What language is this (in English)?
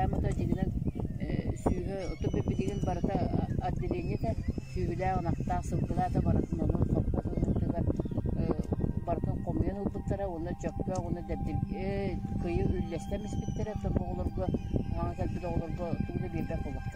Yakut